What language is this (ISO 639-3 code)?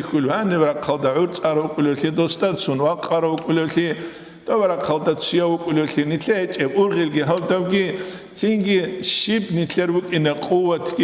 ava